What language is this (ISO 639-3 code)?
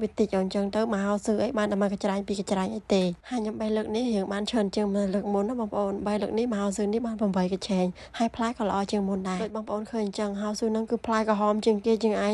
khm